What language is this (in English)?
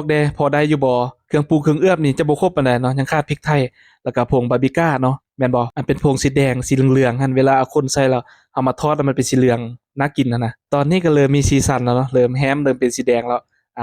Lao